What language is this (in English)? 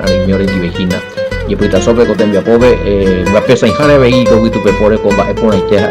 Guarani